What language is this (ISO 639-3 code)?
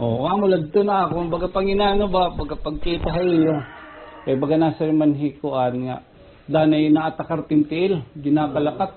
war